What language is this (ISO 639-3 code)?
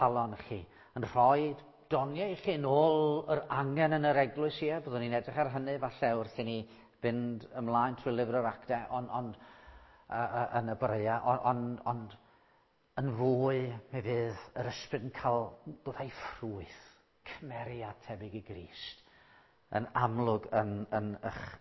cym